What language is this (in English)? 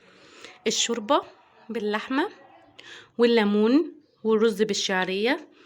Egyptian Arabic